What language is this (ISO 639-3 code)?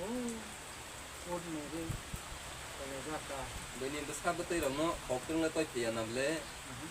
trp